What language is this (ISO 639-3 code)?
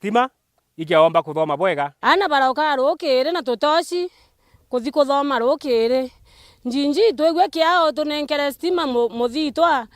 mer